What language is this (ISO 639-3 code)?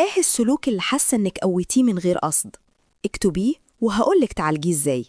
arz